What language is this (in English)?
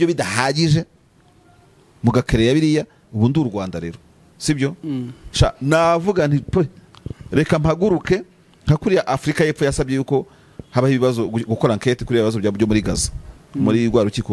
Kinyarwanda